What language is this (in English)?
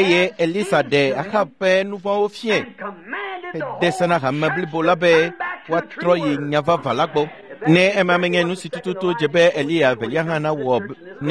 Ewe